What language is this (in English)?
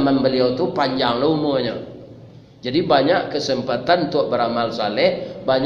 Minangkabau